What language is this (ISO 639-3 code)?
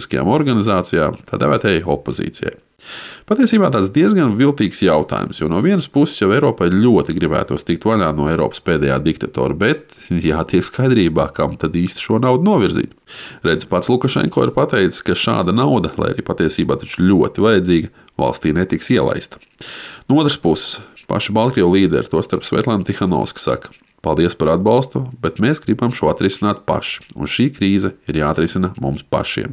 lav